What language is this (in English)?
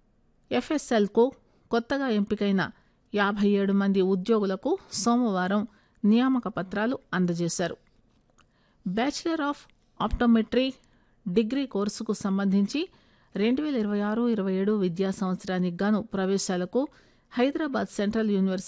Telugu